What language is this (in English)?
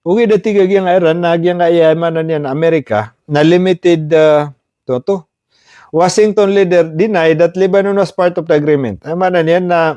Maranao